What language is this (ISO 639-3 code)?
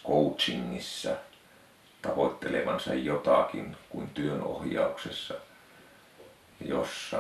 fin